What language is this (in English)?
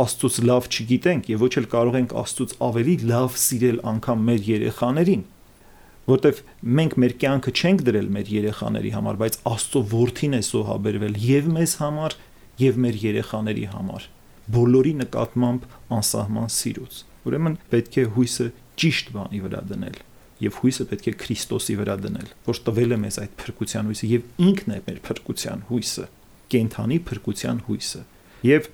Armenian